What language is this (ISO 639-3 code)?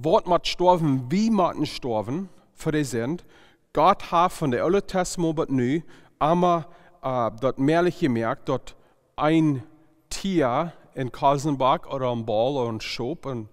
pdt